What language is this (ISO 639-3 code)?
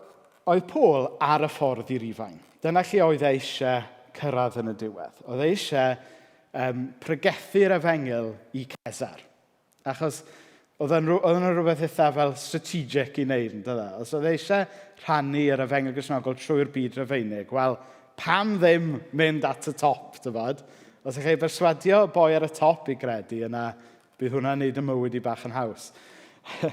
cym